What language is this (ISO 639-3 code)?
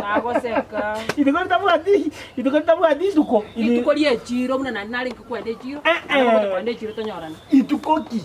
guz